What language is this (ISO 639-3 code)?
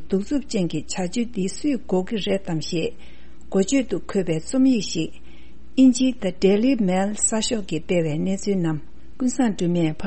bod